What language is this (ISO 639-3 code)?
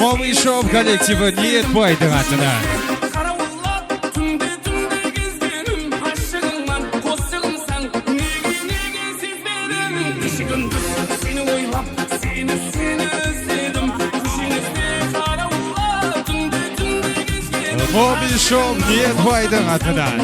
kaa